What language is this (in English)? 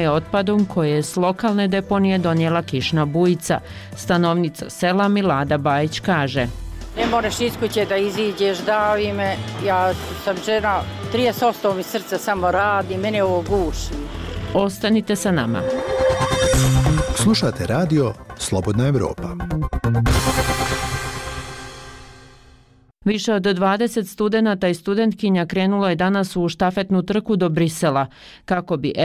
Bosnian